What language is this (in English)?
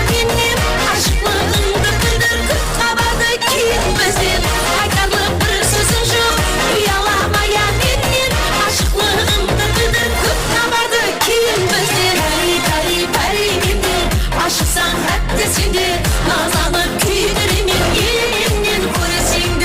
Kara-Kalpak